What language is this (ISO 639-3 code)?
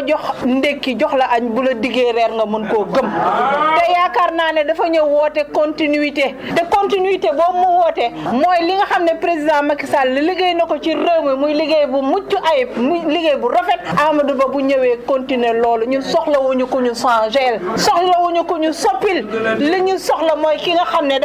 wol